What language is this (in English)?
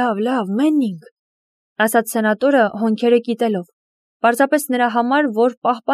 Armenian